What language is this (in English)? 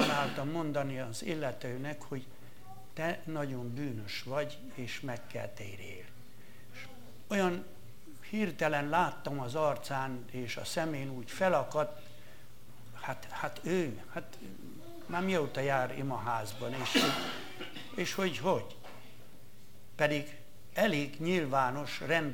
Hungarian